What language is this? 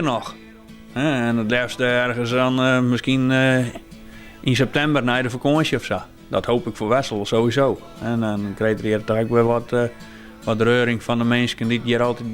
Western Frisian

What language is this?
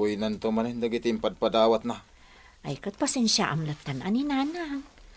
Iloko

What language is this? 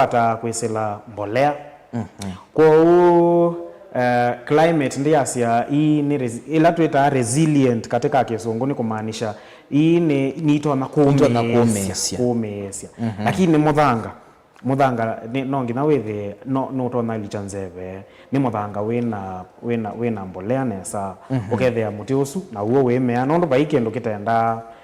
Kamba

